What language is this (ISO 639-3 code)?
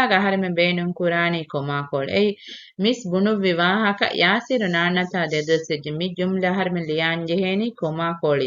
div